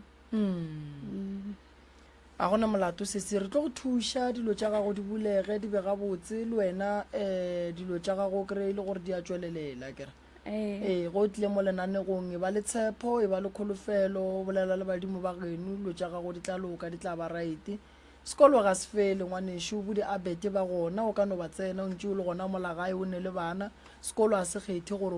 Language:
Northern Sotho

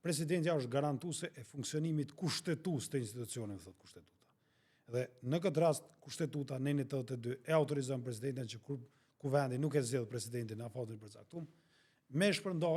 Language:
Albanian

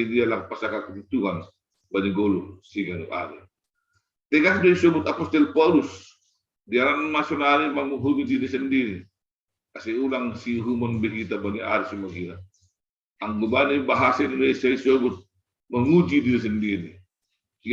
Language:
Batak Simalungun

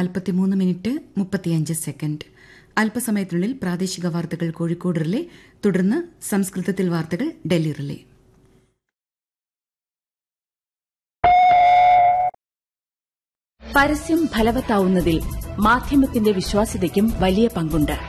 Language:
Malayalam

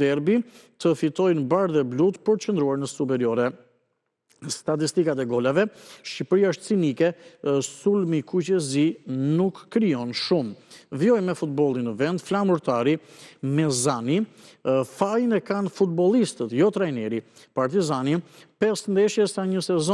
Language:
Albanian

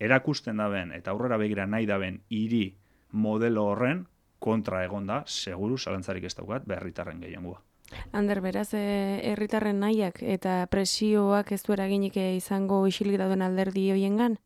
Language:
Basque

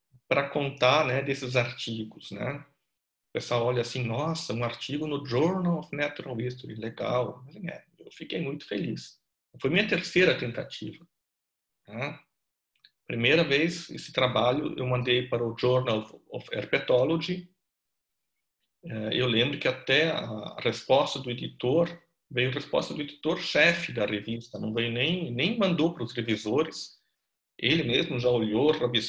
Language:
Portuguese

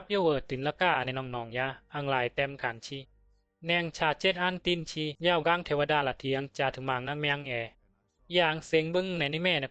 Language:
Bisu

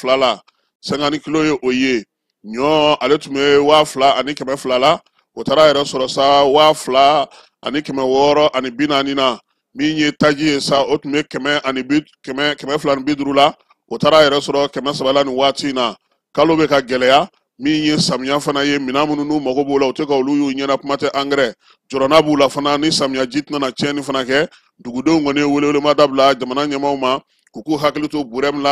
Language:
Bambara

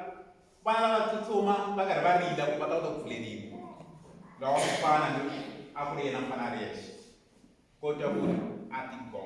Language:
Tsonga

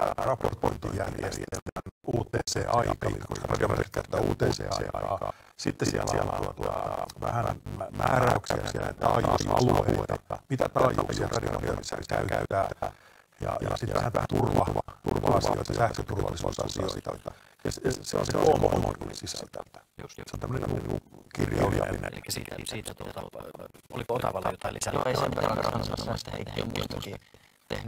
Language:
Finnish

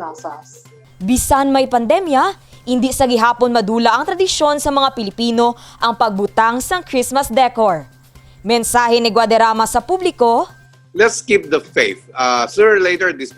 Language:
Hiligaynon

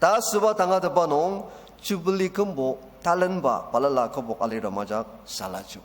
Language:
Ao Naga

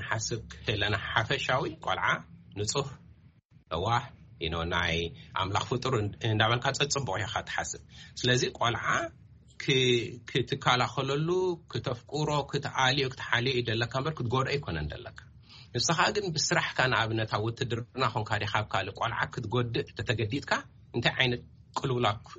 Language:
Tigrinya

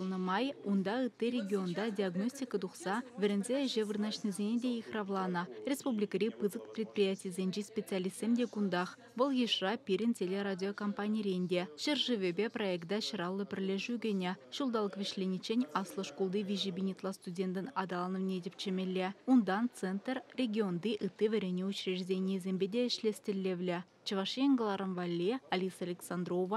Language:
Chuvash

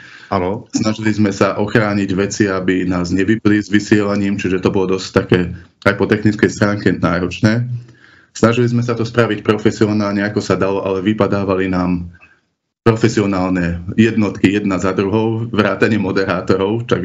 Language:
Slovak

